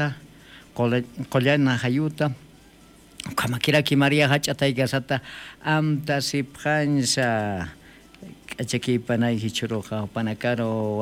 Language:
Aymara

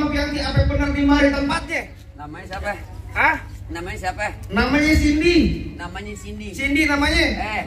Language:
Betawi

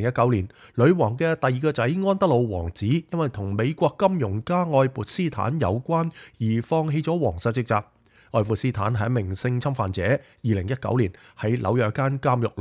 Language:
Cantonese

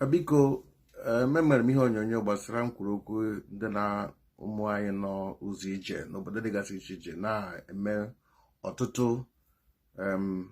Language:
Igbo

